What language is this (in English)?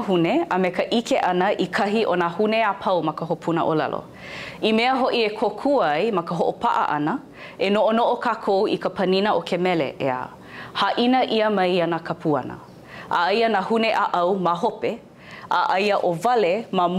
Hawaiian